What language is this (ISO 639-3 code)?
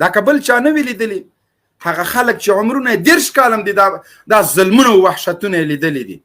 pus